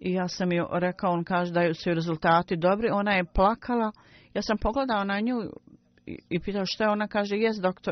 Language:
Bosnian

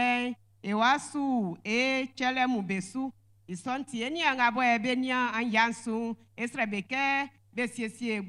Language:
Baoulé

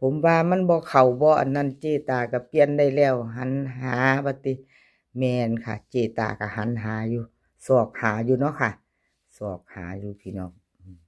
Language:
Northeastern Thai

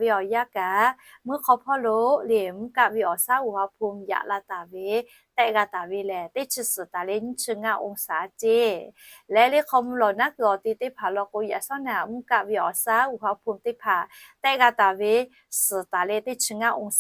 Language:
Lahu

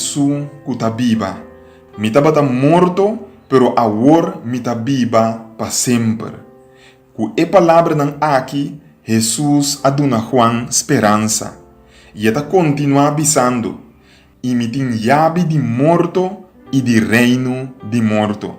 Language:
Papiamento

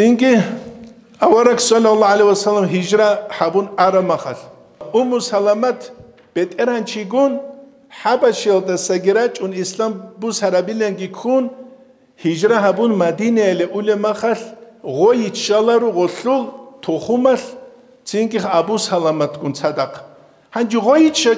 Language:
Avaric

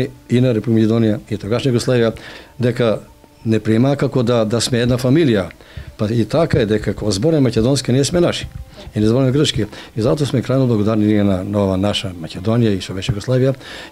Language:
Macedonian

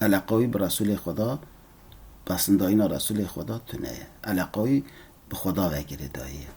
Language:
Kurdish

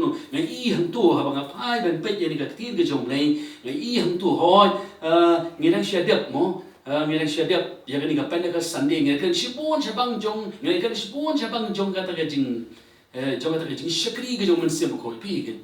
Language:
Khasi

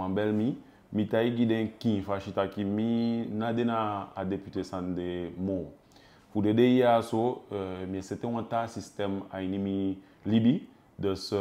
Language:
Eastern Maroon Creole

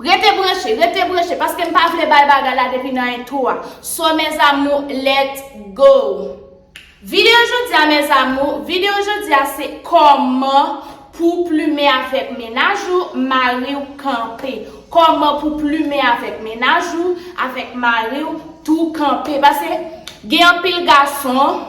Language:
Haitian Creole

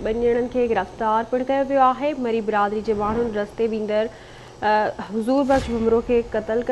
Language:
Sindhi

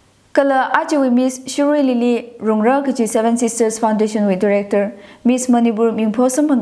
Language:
Tangkhul Naga (India)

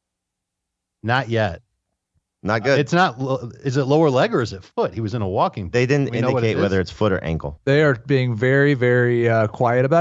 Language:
English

